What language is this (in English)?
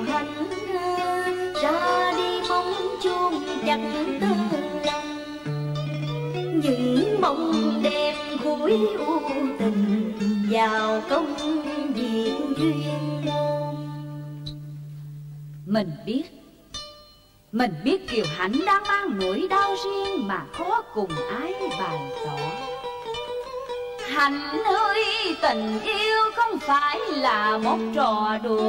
Vietnamese